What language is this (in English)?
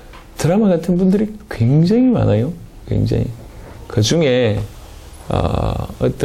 Korean